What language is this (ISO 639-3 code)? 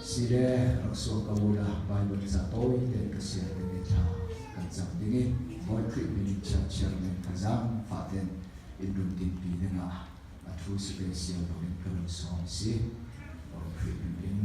cnh